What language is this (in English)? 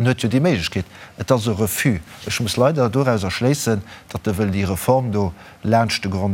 Luxembourgish